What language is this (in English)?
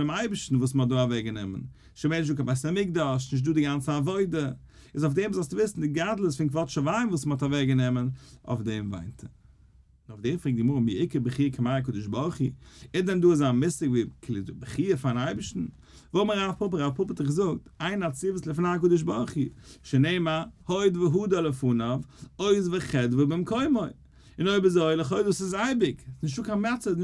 Yiddish